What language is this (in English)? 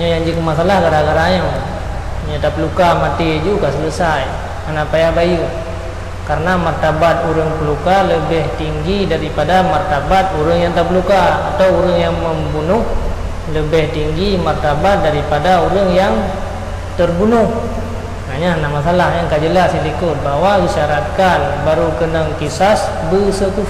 Achinese